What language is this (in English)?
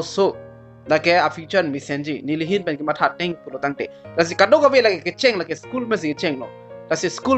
Karbi